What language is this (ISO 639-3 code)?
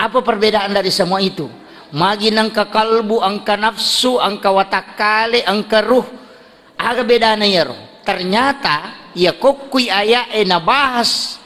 bug